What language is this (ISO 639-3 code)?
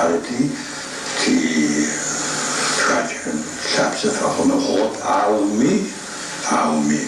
ady